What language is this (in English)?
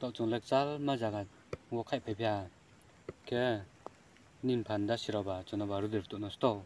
Riang (India)